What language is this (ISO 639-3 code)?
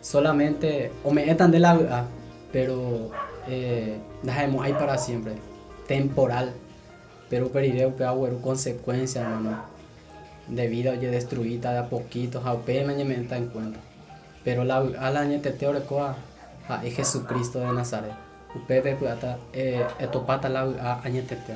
grn